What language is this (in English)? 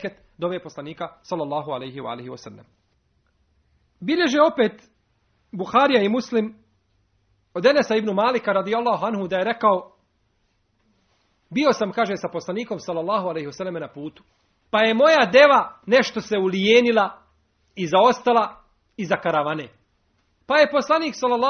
Bosnian